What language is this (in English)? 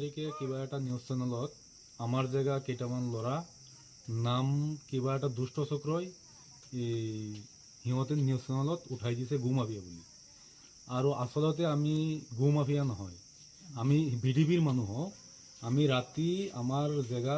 Assamese